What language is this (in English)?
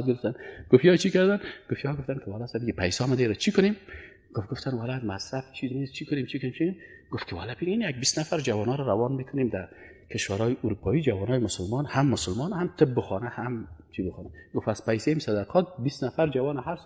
Persian